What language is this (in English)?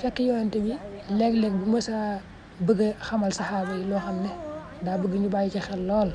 Wolof